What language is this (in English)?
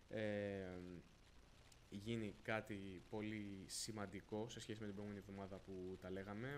Greek